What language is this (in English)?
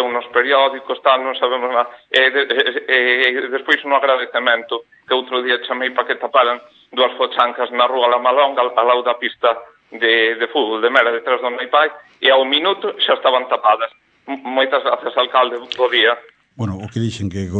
Galician